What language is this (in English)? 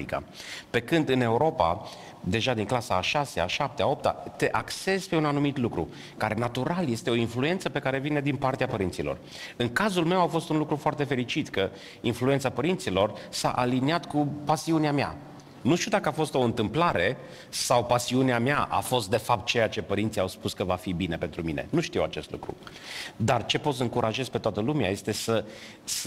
Romanian